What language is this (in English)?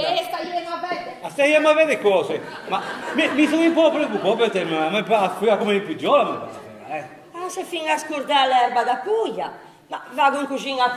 Italian